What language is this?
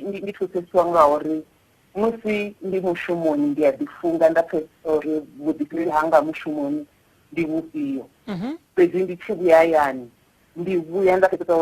Venda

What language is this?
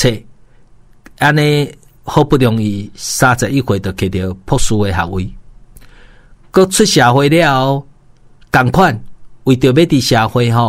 Min Nan Chinese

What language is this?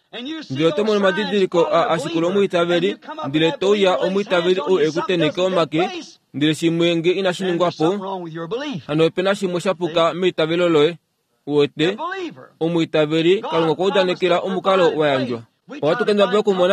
Kuanyama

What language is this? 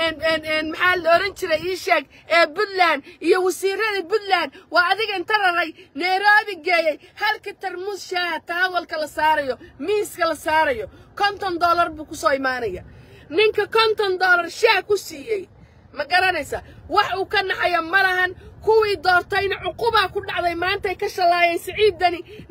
Somali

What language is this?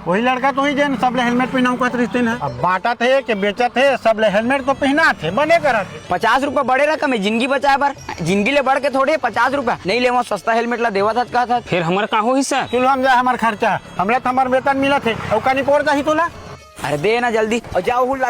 Chhattisgarhi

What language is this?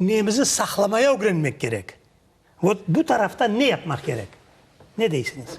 Crimean Tatar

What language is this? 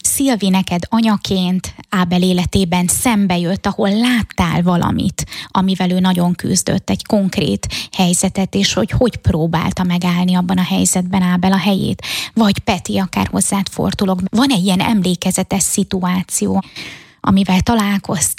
Hungarian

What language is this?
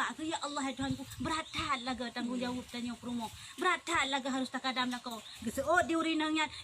Achinese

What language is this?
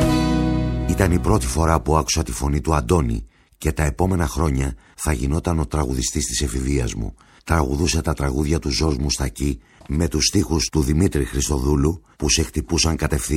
Greek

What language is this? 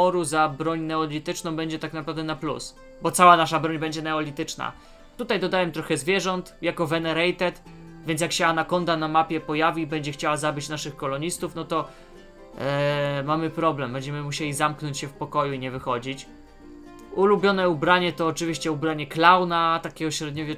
Polish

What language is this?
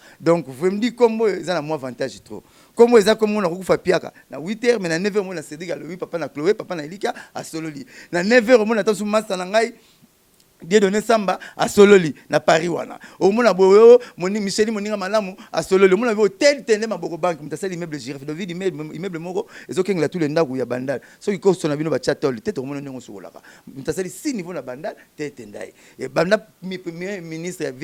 Lingala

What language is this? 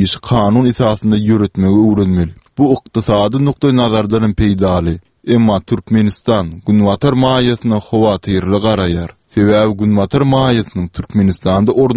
Turkmen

